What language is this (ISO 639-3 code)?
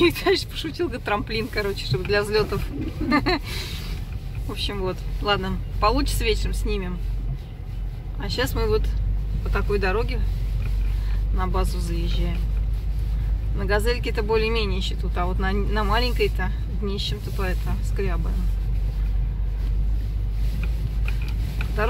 rus